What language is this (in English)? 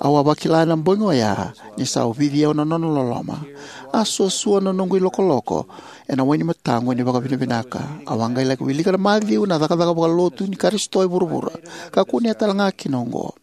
Fijian